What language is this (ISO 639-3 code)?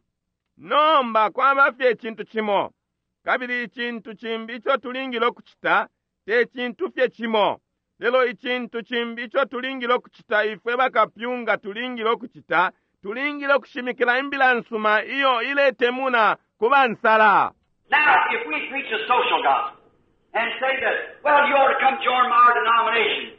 bem